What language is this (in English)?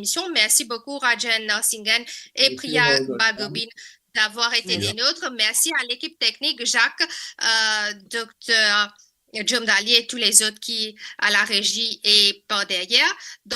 Morisyen